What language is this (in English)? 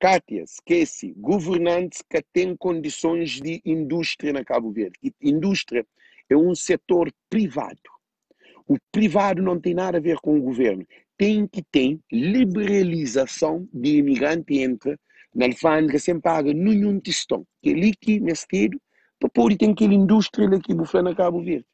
Kabuverdianu